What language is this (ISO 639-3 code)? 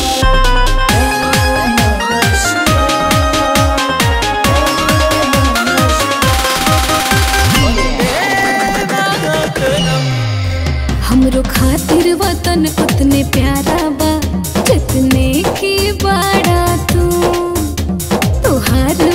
bho